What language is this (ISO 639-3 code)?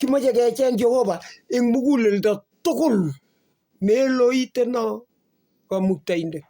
kln